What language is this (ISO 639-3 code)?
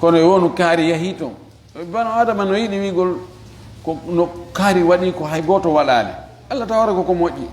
ful